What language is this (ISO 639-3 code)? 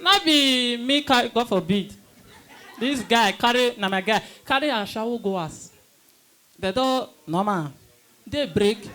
pcm